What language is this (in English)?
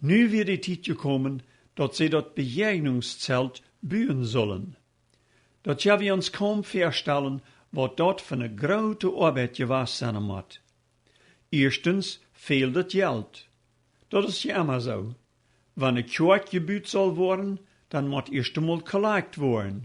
Plautdietsch